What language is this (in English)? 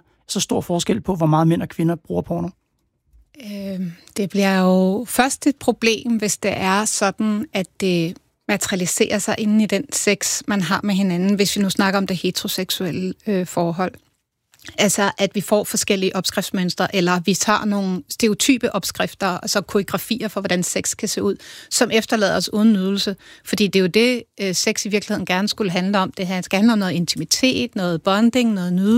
Danish